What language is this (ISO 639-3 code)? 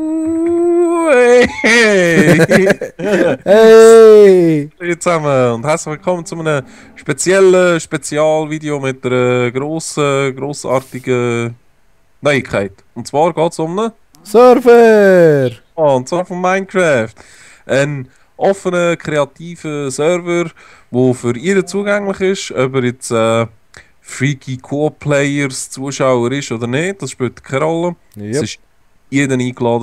gsw